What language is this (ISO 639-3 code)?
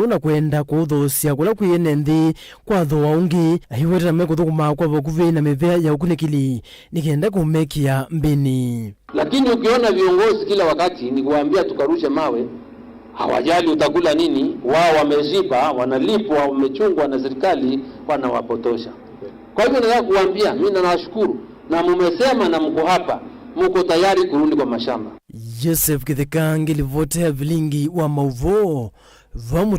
kam